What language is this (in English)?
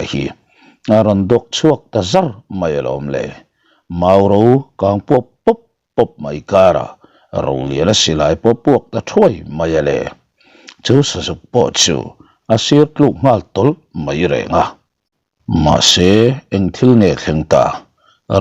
Mizo